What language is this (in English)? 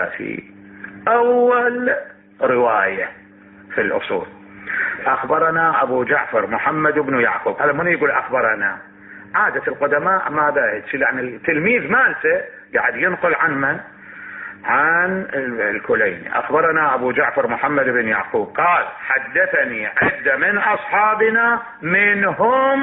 Mesopotamian Arabic